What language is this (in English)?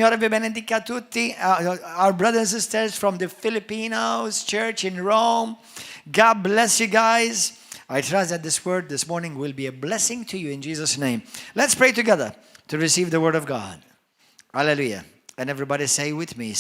English